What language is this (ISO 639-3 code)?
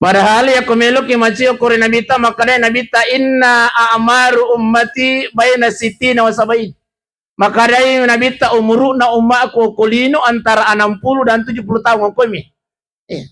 bug